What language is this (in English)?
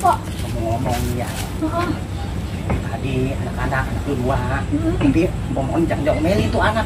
Betawi